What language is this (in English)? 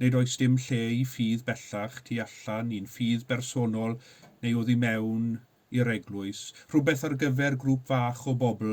Welsh